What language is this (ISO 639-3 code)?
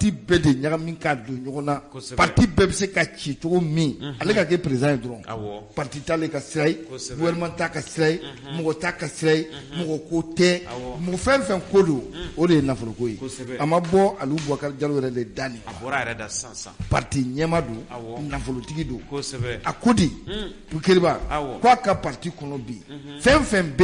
bam